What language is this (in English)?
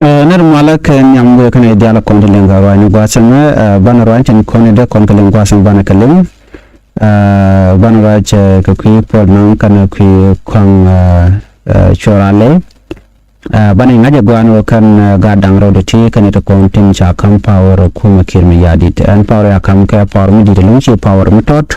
Nuer